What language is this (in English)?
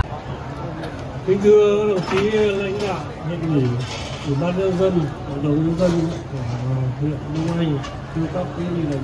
Vietnamese